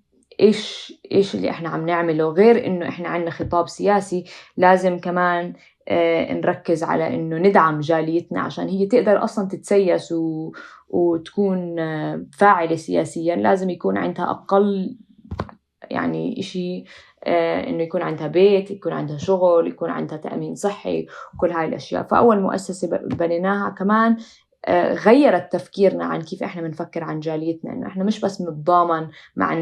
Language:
North Levantine Arabic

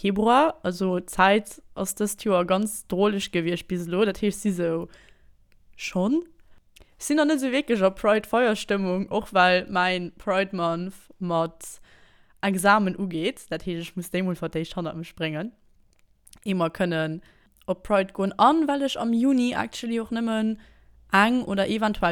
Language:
Luxembourgish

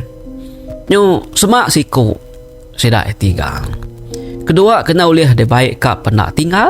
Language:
Iban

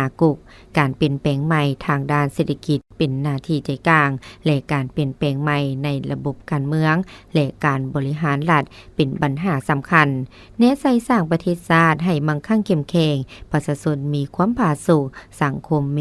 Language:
Lao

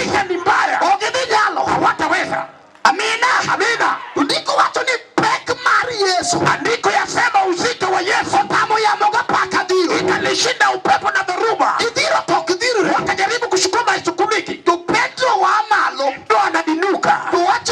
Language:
Luo (Kenya and Tanzania)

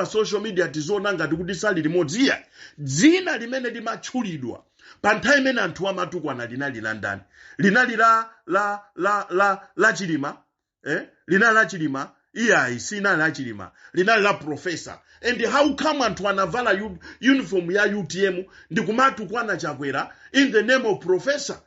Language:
Nyanja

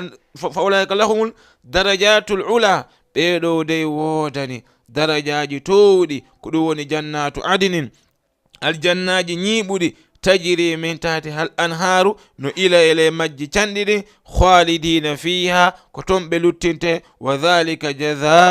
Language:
Fula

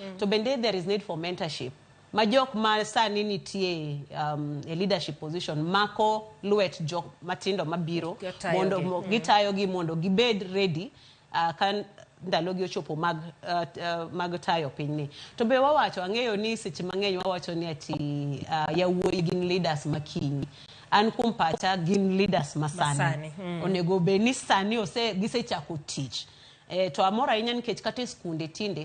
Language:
Luo (Kenya and Tanzania)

